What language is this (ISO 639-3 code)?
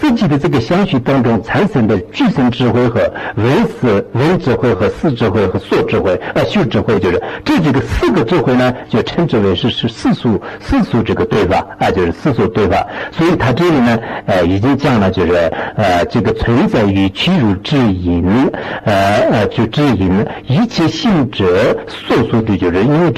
zho